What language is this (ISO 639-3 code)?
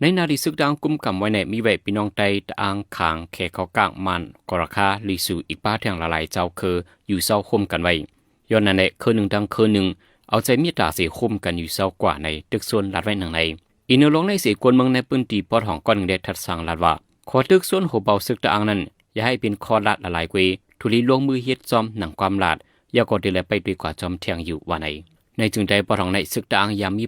shn